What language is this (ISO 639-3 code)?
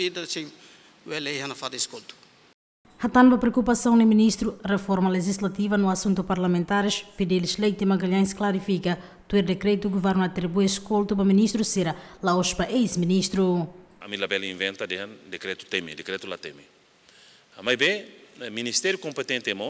tet